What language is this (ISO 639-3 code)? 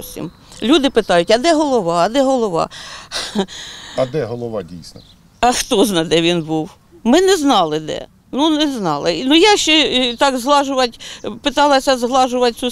ukr